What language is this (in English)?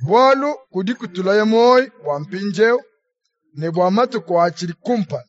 Luba-Lulua